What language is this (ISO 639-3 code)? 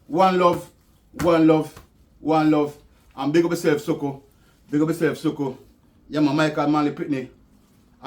jam